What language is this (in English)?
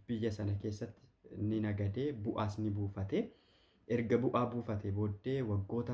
Oromo